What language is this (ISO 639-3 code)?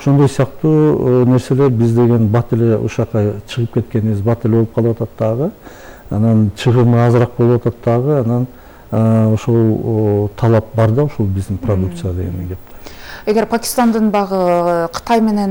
kir